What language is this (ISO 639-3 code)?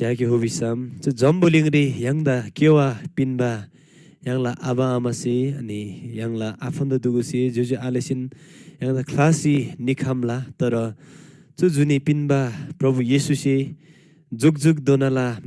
taj